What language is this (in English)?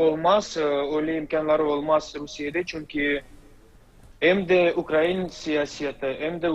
Crimean Tatar